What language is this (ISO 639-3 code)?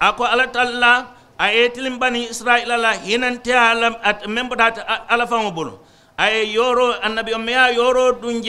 man